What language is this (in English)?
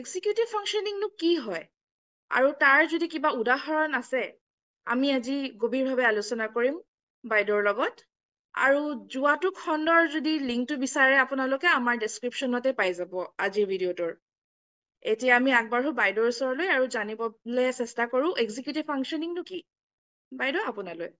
Assamese